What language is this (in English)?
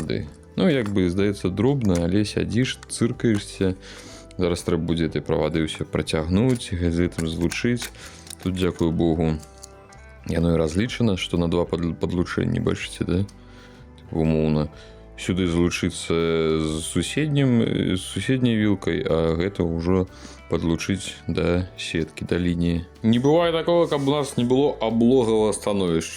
Belarusian